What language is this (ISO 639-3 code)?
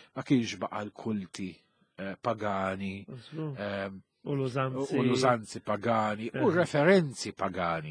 mlt